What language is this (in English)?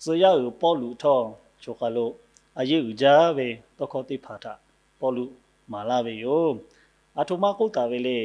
Lahu